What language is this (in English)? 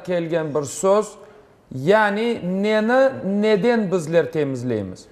Crimean Tatar